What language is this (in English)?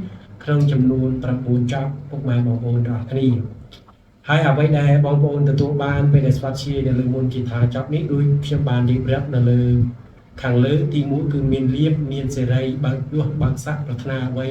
Khmer